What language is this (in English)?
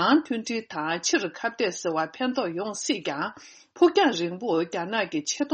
Tibetan